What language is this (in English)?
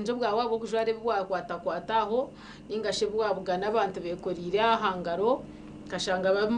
Nyankole